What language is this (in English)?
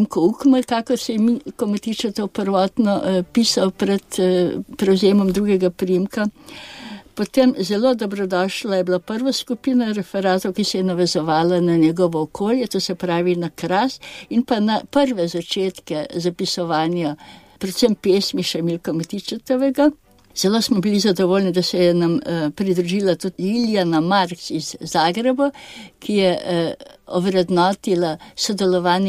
Slovenian